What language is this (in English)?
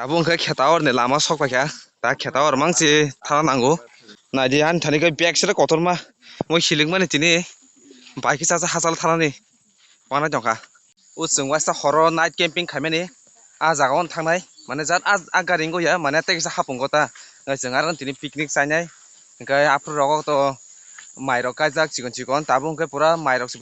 Kok Borok